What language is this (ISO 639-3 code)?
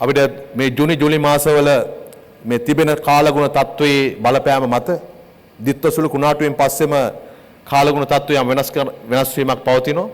sin